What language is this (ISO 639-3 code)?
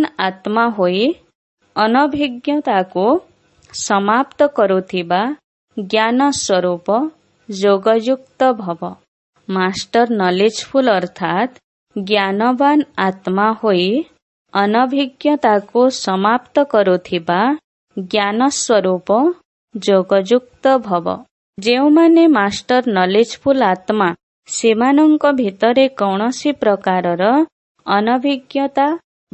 ori